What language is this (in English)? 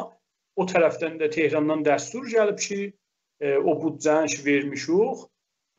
South Azerbaijani